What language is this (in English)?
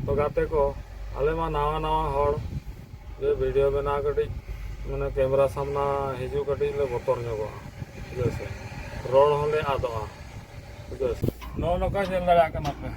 Santali